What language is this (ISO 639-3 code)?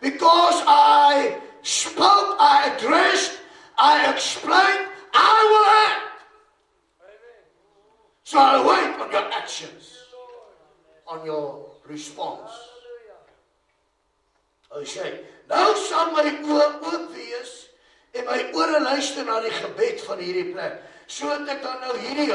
afr